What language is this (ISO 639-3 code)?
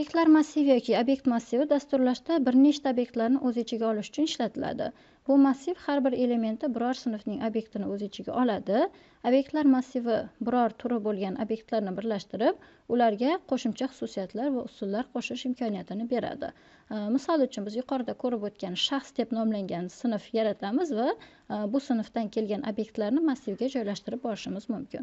uzb